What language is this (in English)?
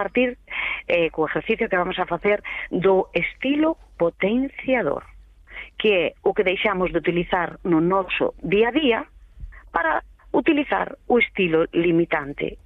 Galician